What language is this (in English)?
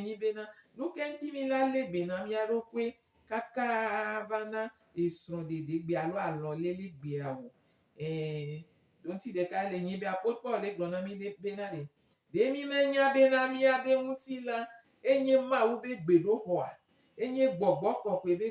Gen